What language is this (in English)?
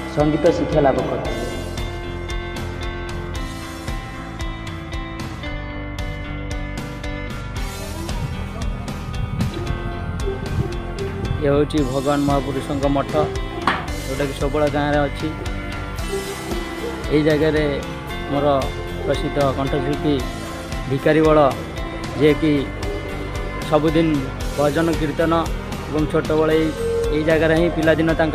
Odia